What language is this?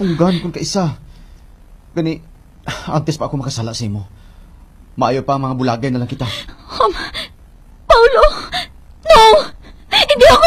Hiligaynon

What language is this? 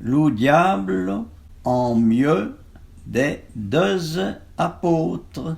Arpitan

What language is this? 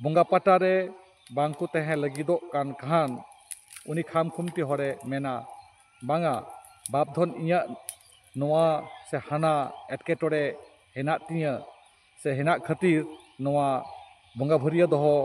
Santali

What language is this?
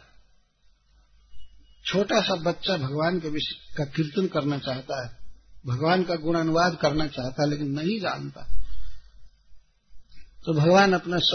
Hindi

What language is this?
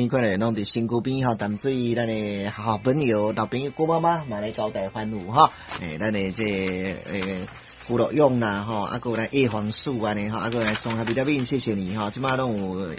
Min Nan Chinese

